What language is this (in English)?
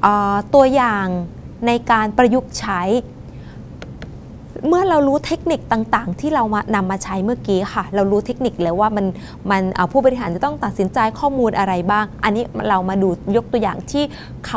Thai